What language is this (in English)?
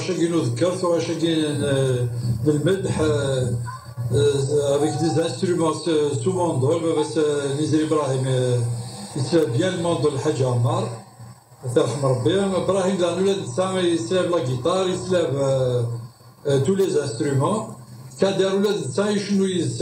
Kabyle